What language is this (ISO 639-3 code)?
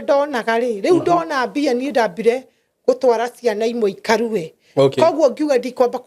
kik